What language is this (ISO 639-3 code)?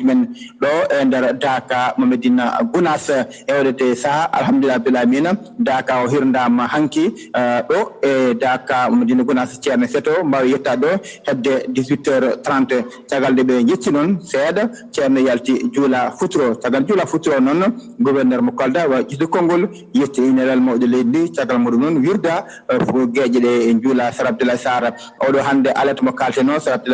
ful